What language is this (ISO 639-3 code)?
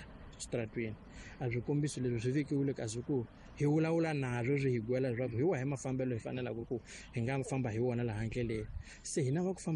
tso